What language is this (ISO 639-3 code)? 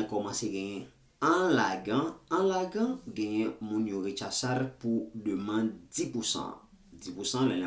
hat